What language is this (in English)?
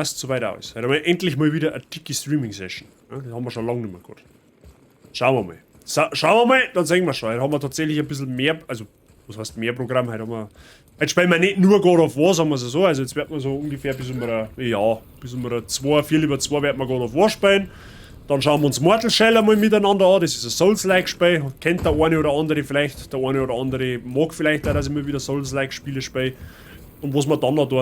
Bavarian